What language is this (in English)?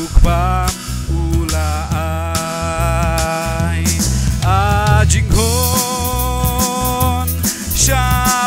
Khasi